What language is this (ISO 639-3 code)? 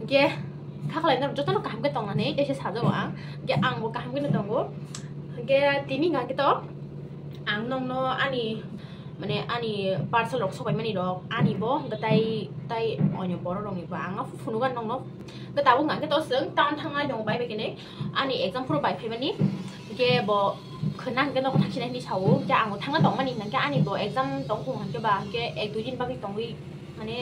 trp